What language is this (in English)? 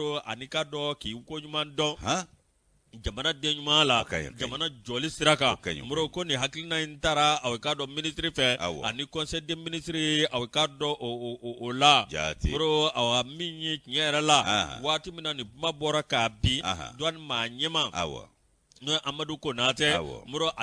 Bambara